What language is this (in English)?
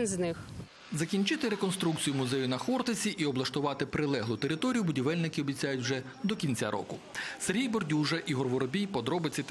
Ukrainian